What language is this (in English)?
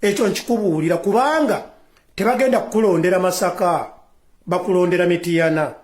Ganda